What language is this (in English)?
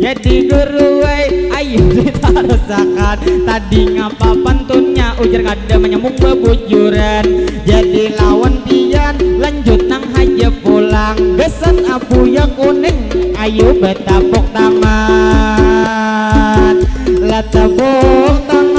Banjar